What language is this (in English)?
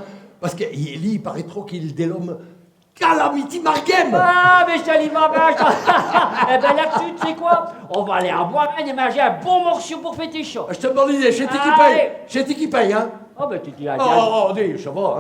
Picard